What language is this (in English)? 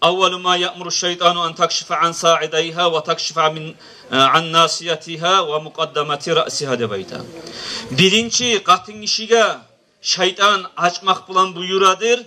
Kumyk